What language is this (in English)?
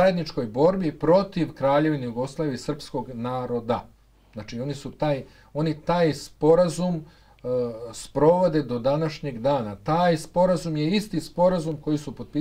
Bosnian